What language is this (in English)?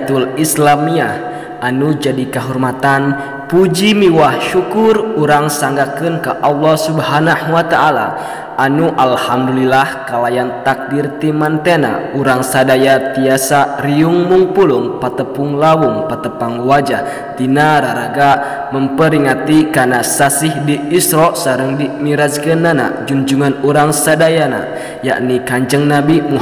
Sundanese